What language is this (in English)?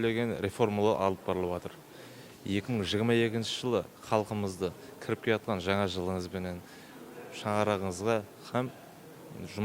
Kara-Kalpak